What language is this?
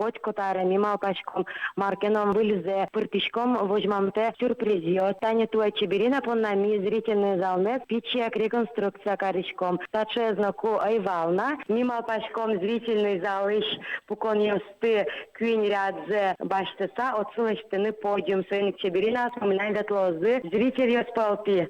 Udmurt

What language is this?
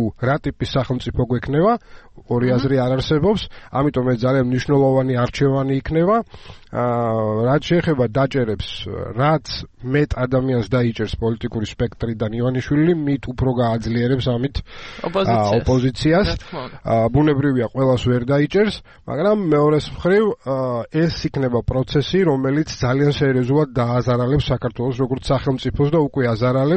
Georgian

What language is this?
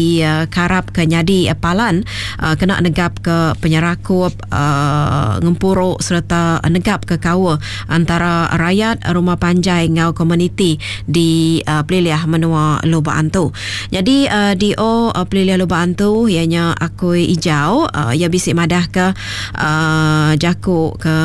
Iban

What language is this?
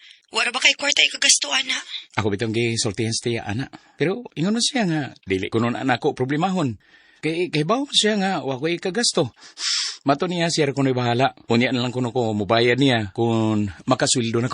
Cebuano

